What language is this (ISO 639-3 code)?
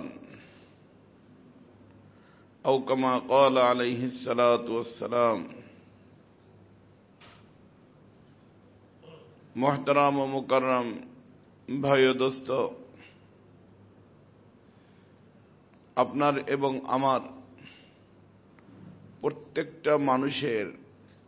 ben